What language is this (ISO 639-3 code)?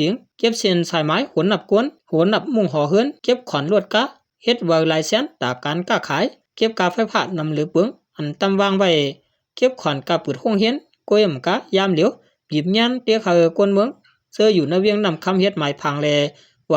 shn